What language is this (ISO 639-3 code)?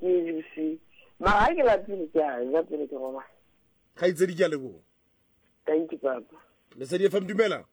sot